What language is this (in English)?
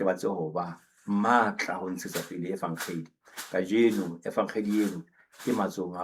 Southern Sotho